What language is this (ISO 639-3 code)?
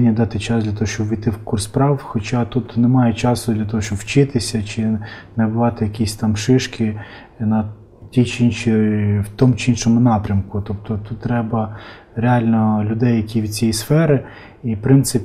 ukr